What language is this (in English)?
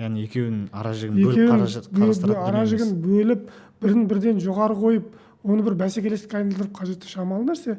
Kazakh